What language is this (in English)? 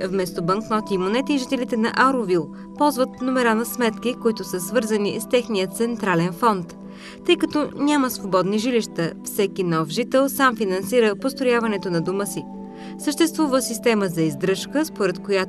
Bulgarian